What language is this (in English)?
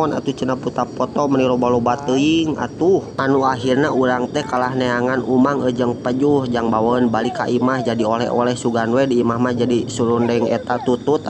Sundanese